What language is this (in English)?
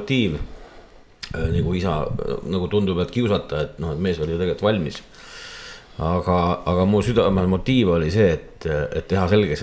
Estonian